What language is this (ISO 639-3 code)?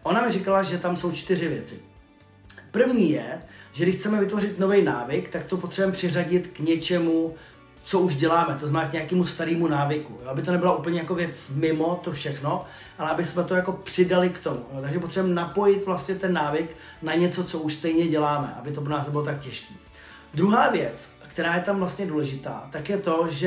ces